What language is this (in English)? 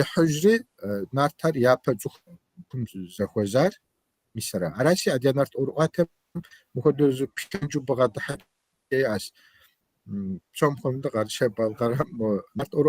Kabardian